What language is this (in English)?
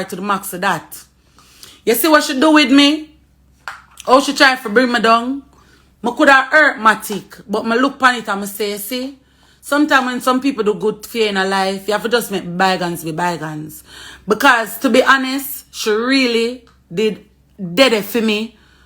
Jamaican Creole English